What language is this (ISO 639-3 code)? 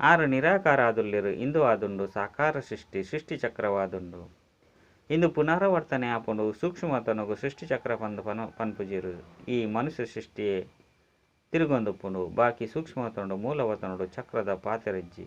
tcy